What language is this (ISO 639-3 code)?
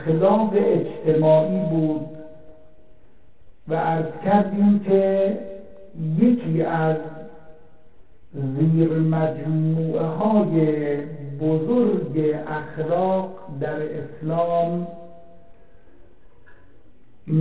fas